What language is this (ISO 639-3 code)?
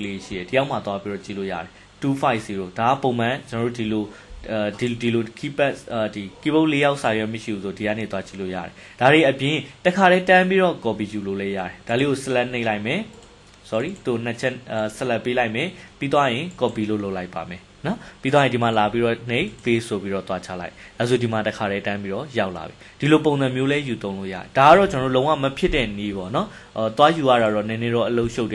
mya